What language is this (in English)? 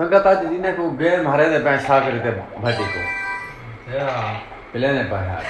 Saraiki